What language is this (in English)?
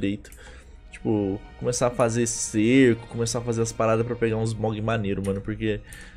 Portuguese